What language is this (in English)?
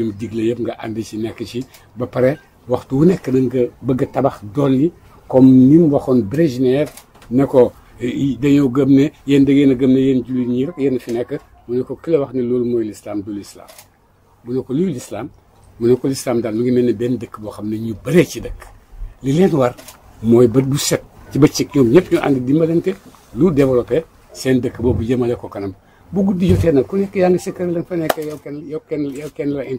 Wolof